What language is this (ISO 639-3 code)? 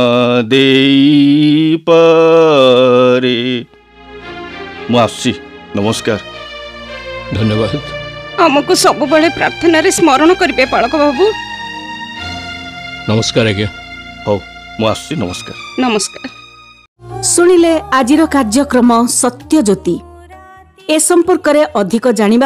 ori